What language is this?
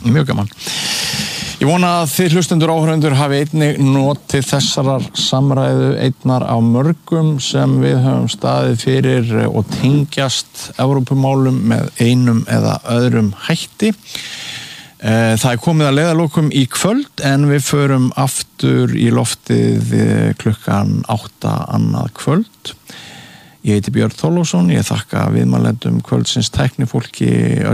Icelandic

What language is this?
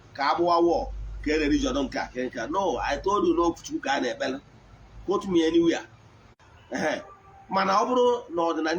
Igbo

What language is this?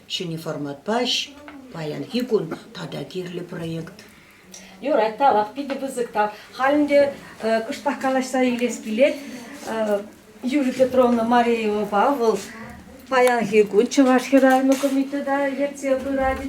Chuvash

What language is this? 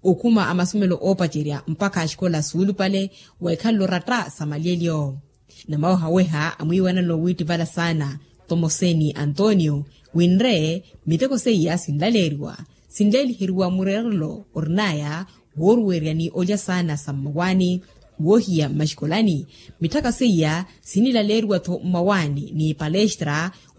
Makhuwa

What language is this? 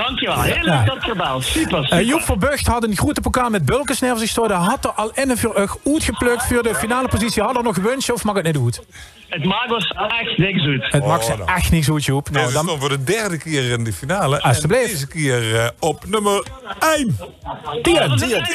Limburgish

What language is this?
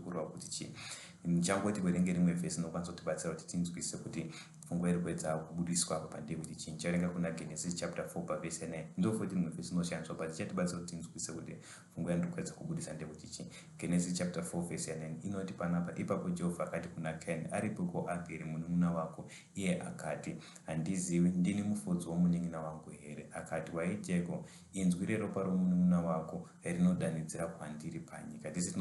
Shona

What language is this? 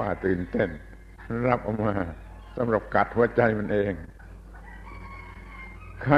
Thai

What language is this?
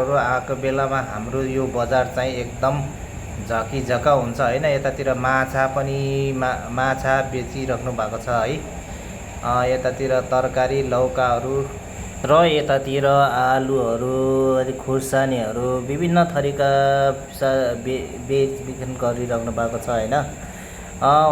Nepali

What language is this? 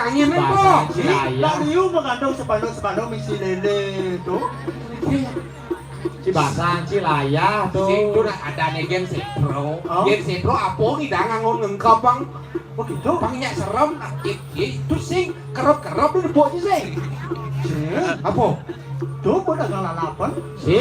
Balinese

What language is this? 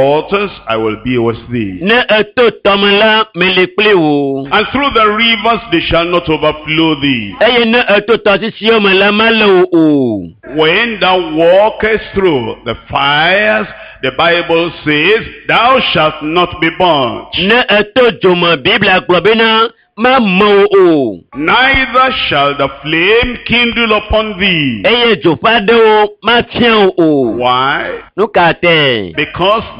Ewe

